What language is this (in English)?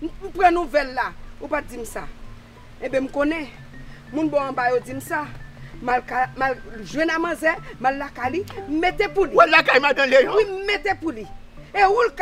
Haitian Creole